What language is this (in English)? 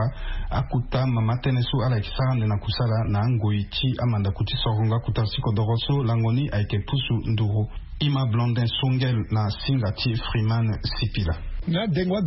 Sango